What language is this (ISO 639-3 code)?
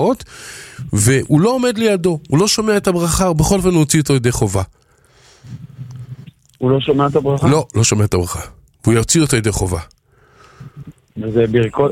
heb